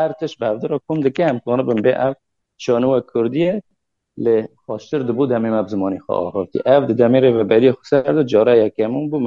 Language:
Kurdish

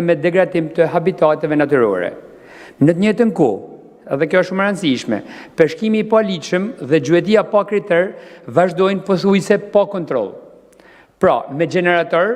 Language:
Albanian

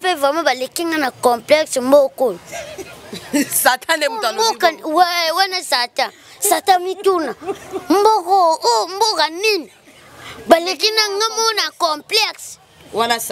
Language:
Lingala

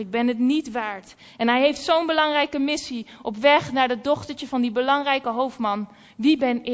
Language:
Dutch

